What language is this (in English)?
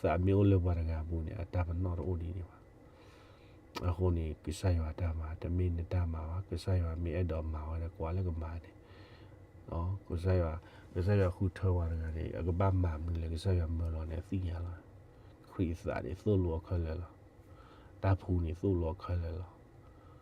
S'gaw Karen